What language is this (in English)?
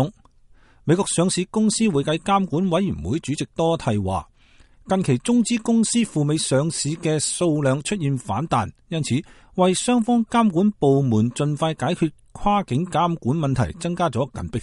Cantonese